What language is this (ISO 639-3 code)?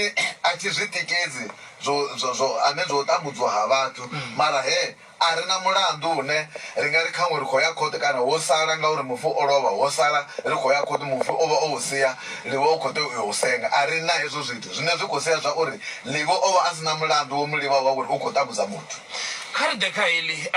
ven